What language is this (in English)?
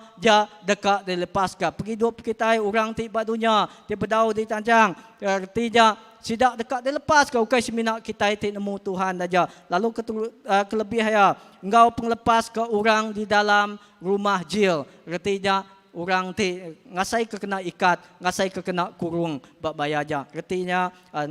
Iban